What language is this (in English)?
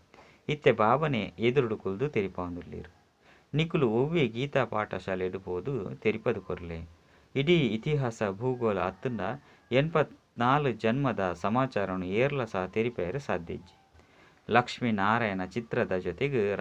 Tulu